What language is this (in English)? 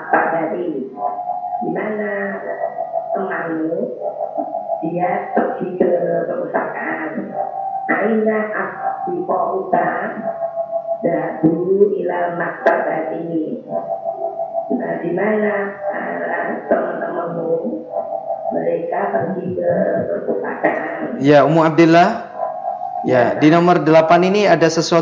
Indonesian